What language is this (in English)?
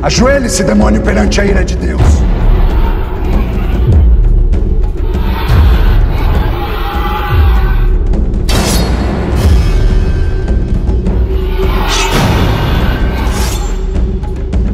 Portuguese